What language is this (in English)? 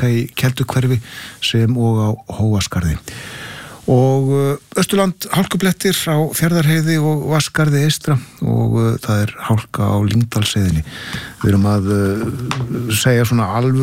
Icelandic